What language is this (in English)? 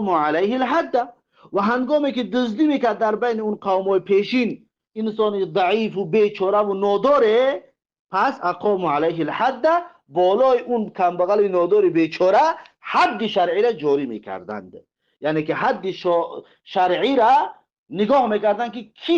Tajik